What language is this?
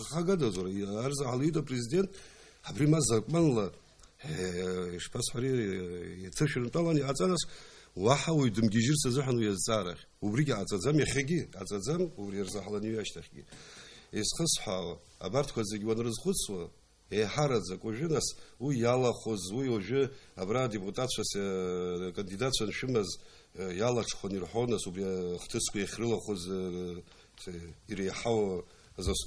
Abkhazian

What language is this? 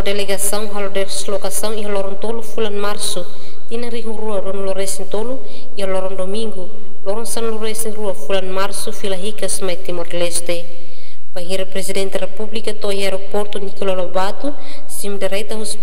Tetum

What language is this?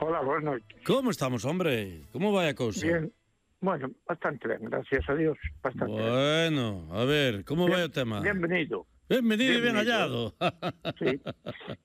Galician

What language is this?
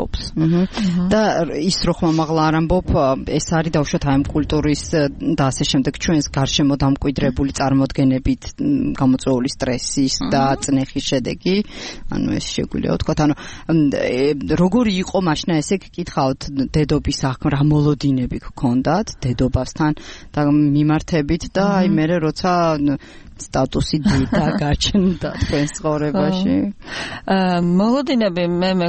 Georgian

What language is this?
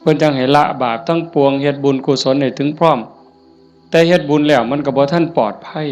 Northeastern Thai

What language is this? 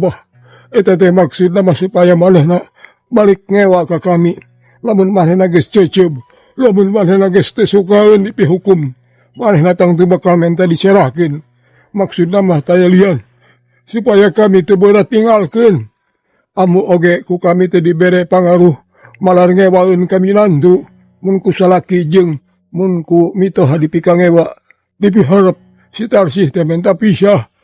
Sundanese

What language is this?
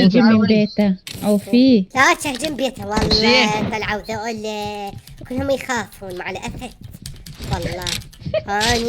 Mesopotamian Arabic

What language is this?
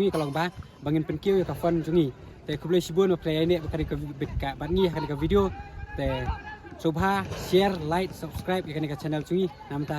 Khasi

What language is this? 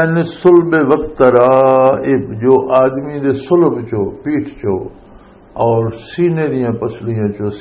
Western Panjabi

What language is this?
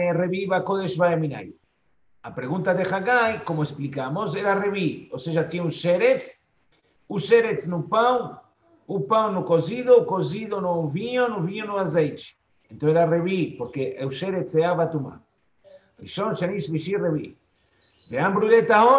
Portuguese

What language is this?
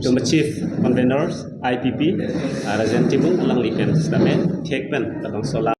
Karbi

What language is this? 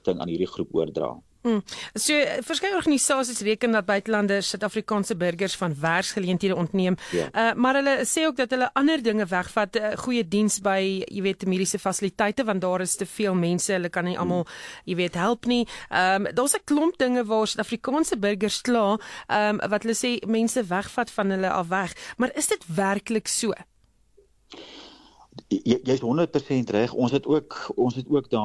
Afrikaans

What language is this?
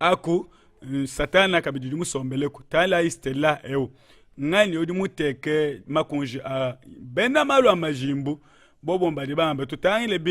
Luba-Lulua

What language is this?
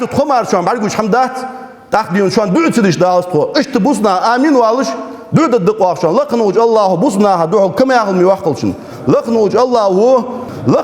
Ingush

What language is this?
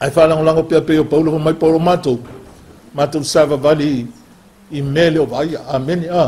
Samoan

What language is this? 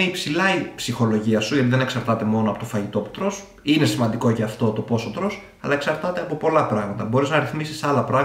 Greek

